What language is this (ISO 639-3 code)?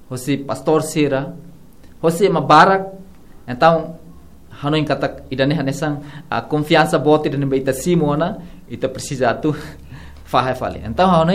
tet